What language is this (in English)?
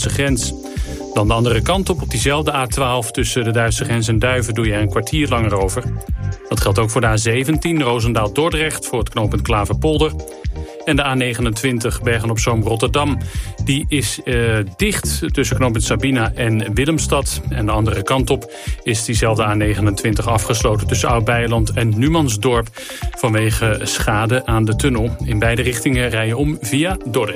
Dutch